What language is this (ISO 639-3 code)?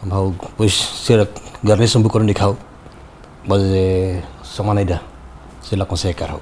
tet